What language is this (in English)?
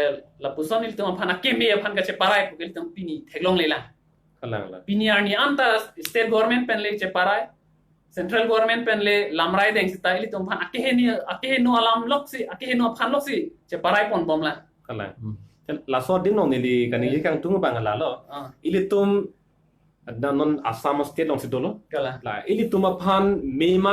Karbi